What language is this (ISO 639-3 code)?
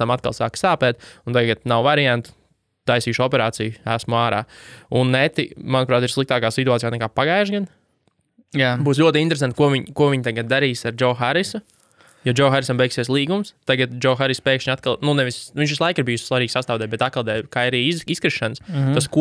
lav